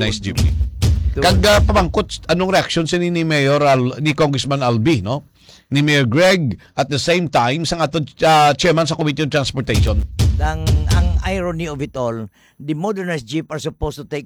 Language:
Hiligaynon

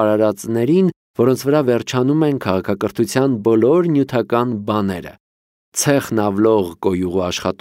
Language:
Armenian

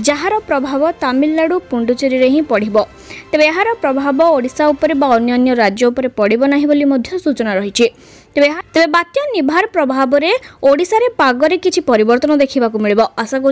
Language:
Odia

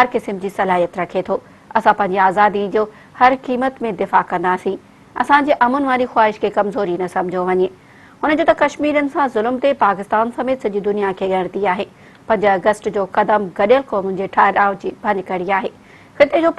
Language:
Sindhi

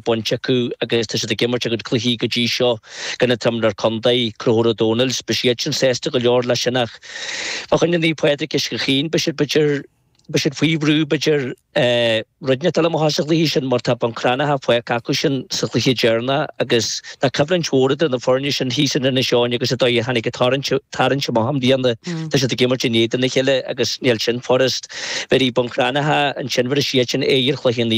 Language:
Irish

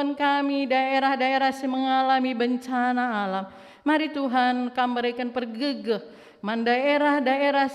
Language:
Batak Karo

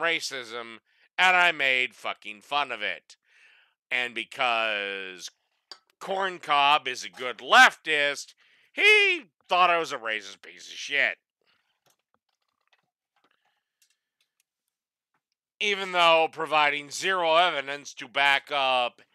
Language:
English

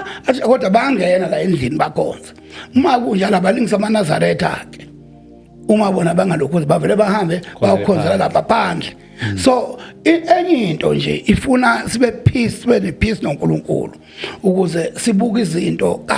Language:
Zulu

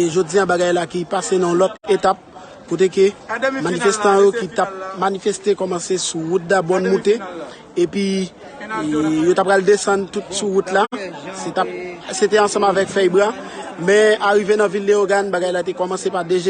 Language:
Haitian Creole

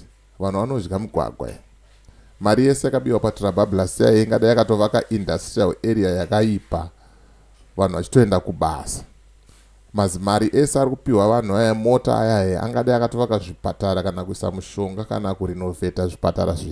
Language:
Shona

